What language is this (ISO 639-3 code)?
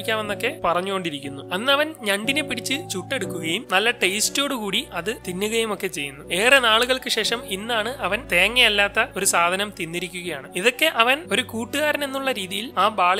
mal